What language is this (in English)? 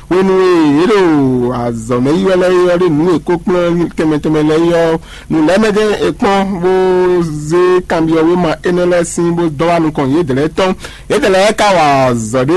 Fon